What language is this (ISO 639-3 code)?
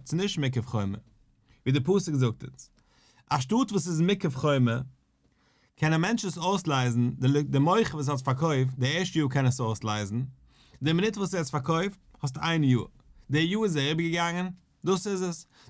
yid